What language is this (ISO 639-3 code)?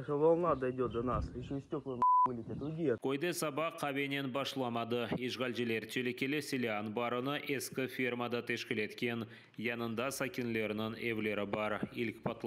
crh